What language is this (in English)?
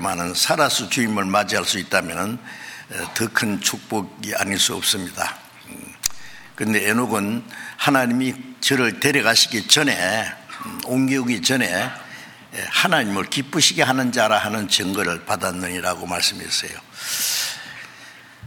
Korean